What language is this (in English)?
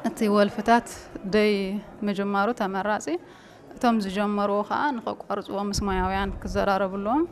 Tigrinya